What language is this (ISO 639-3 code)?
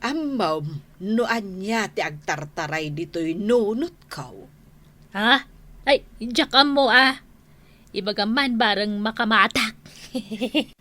ilo